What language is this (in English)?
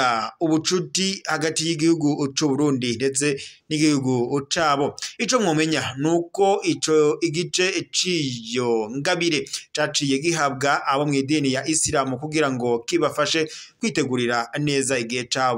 Rundi